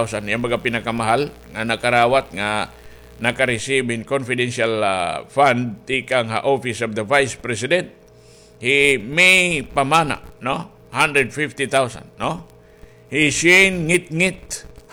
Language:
Waray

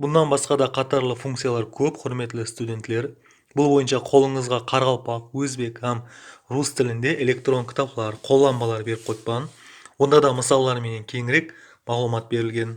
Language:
Kara-Kalpak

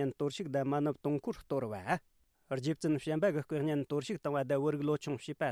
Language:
Tibetan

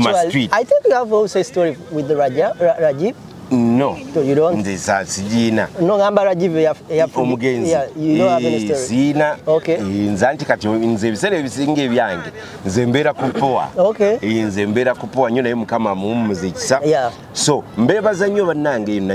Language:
Ganda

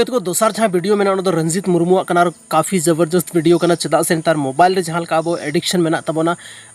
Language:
Santali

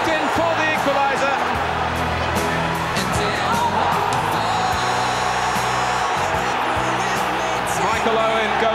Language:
English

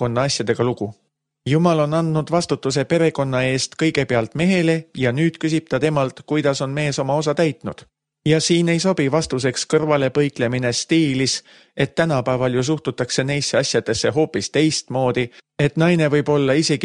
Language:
Estonian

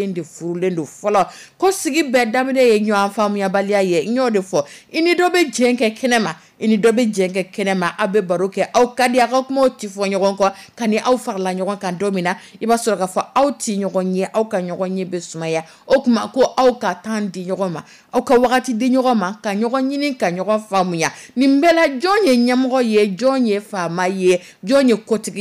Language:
Dyula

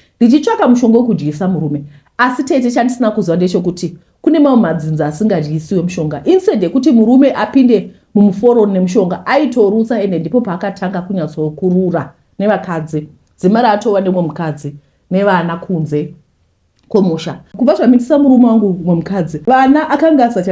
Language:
Shona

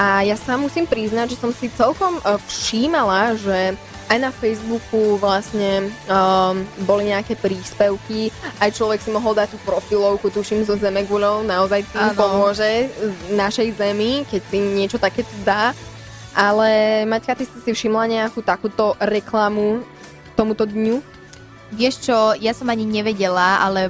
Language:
Slovak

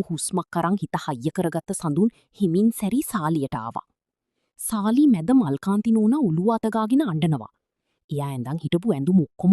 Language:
Sinhala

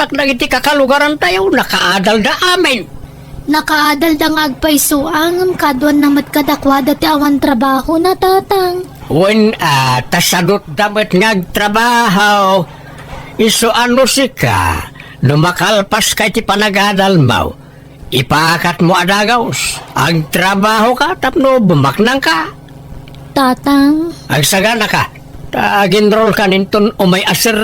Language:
Iloko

